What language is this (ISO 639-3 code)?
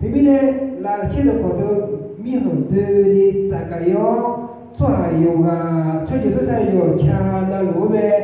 ahk